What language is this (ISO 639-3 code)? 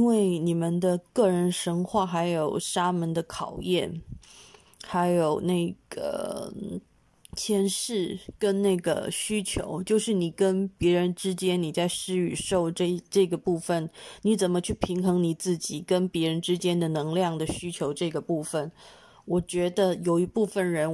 zho